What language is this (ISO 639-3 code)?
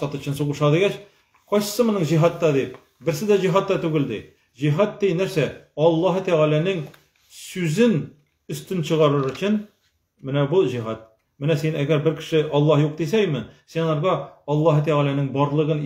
tat